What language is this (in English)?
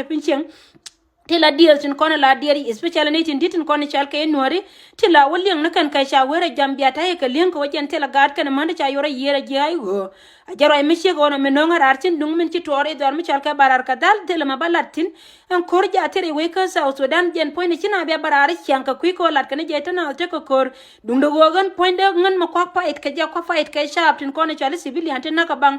Nuer